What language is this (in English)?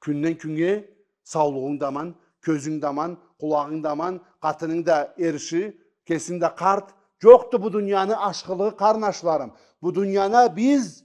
Karachay-Balkar